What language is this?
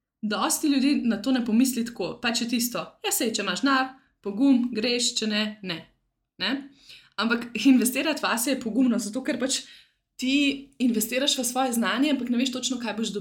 Slovenian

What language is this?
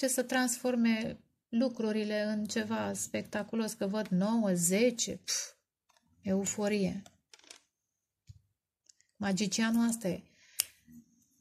Romanian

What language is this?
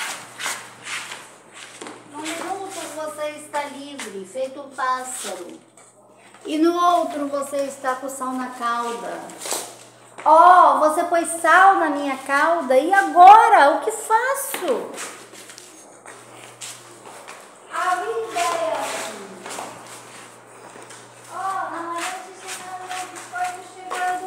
Portuguese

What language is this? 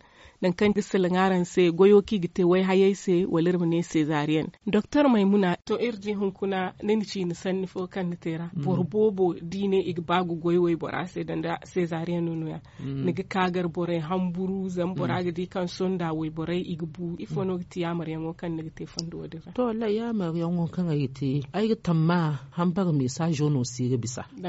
Zarma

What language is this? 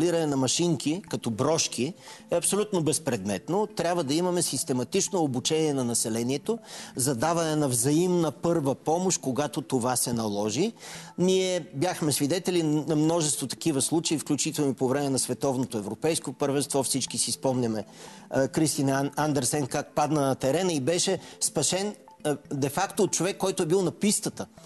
Bulgarian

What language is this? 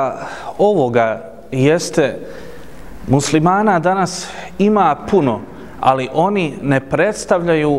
Bosnian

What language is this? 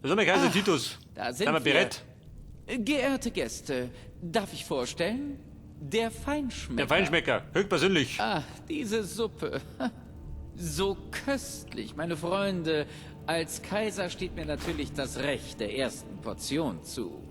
Bavarian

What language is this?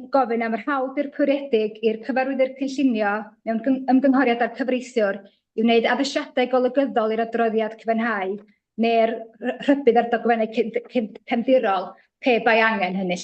Welsh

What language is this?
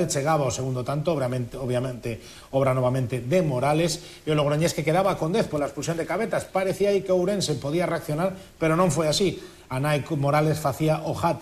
Galician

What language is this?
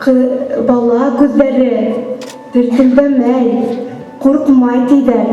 Bashkir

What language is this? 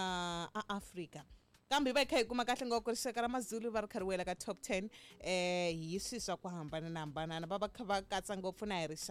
Tsonga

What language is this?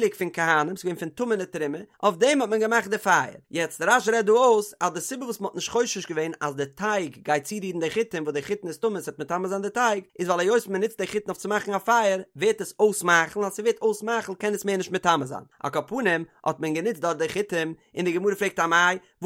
Yiddish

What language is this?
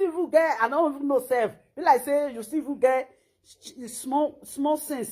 Nigerian Pidgin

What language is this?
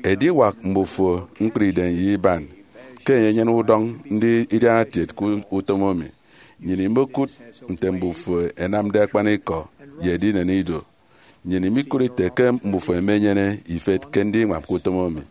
Efik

